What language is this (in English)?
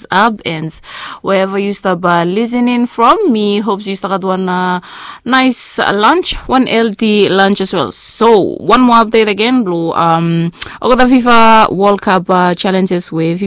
Bislama